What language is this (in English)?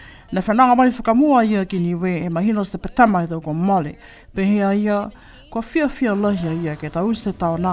Niuean